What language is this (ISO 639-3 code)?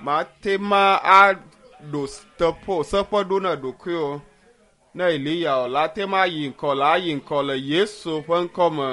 ewe